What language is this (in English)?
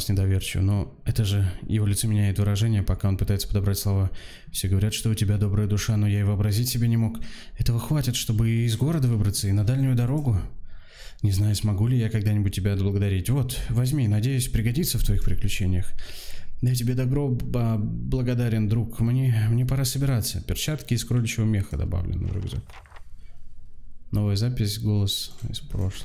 Russian